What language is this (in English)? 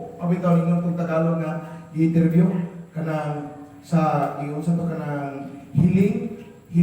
Cebuano